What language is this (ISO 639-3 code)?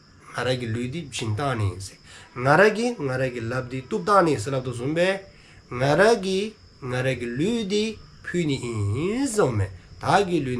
dzo